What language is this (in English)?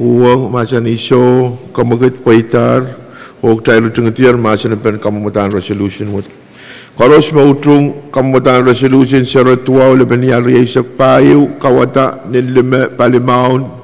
Pohnpeian